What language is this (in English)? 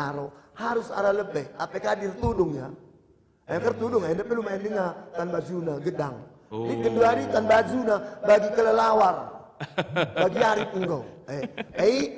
Batak Karo